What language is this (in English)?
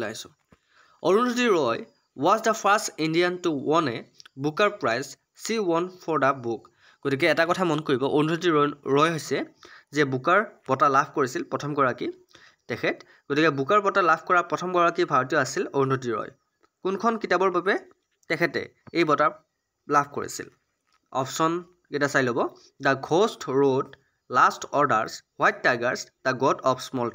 Assamese